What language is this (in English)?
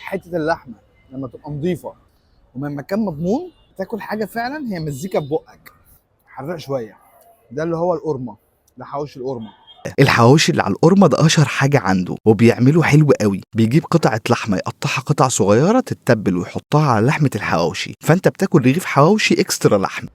Egyptian Arabic